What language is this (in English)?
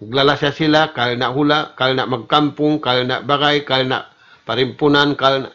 Tausug